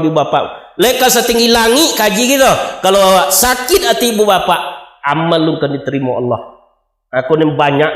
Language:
Minangkabau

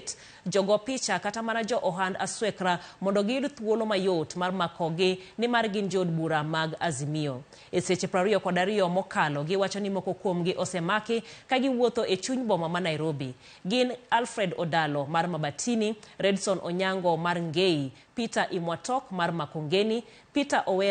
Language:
Luo (Kenya and Tanzania)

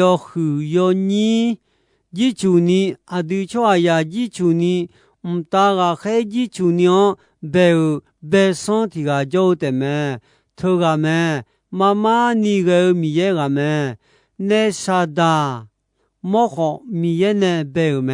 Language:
Akha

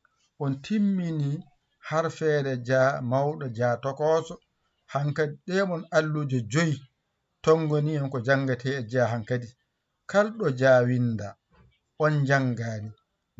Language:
Fula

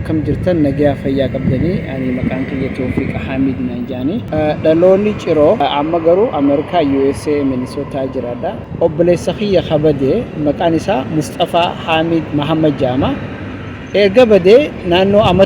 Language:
Oromo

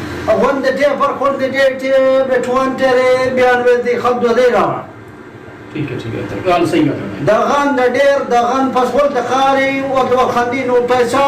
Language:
Saraiki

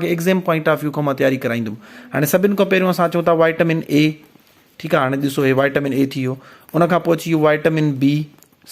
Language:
Sindhi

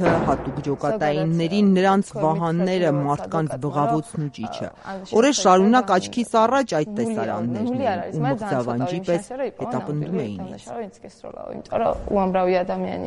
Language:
Armenian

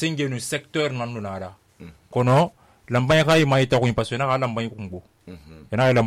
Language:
Susu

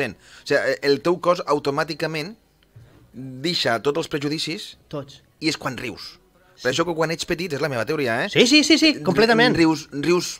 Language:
Catalan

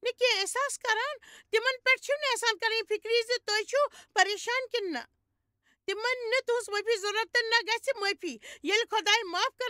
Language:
Kashmiri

